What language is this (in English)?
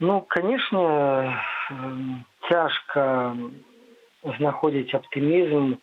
Belarusian